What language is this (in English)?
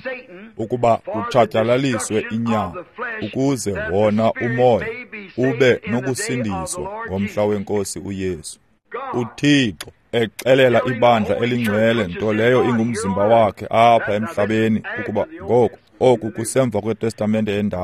Xhosa